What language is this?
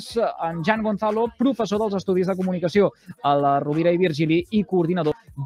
Catalan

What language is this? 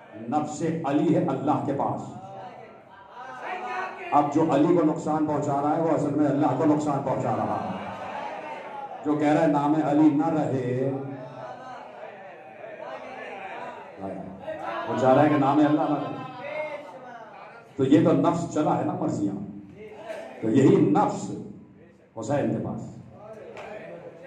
Urdu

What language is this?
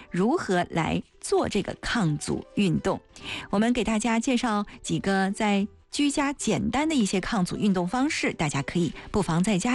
Chinese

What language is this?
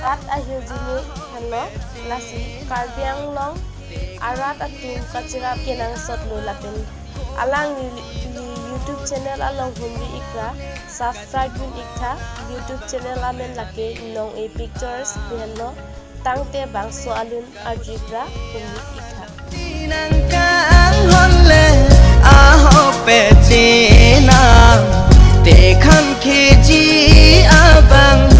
Karbi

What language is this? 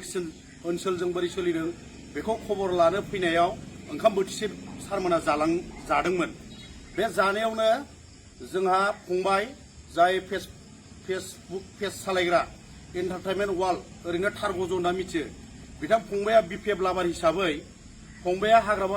Bodo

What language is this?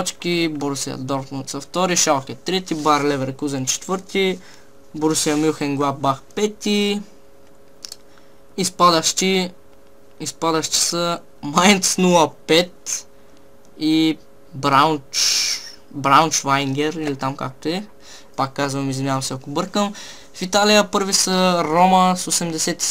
Bulgarian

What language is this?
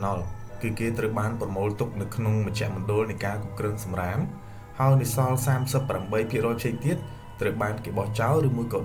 Khmer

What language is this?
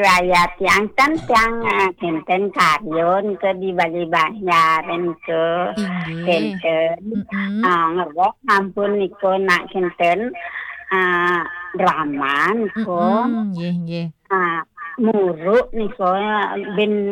Balinese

